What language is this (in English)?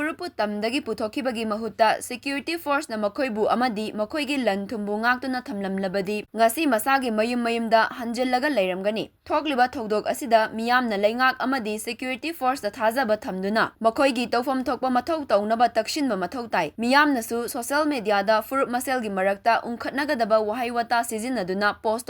Manipuri